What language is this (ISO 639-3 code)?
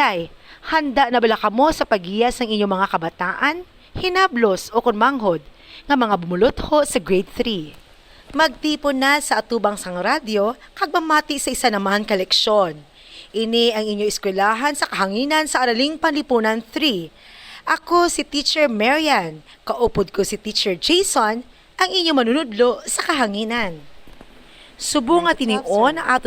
hil